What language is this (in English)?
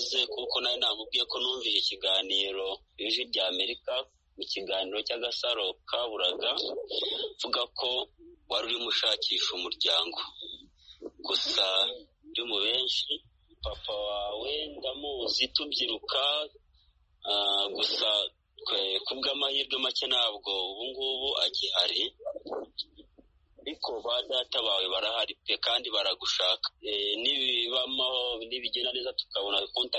Kinyarwanda